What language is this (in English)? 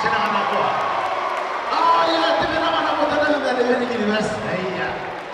Gilbertese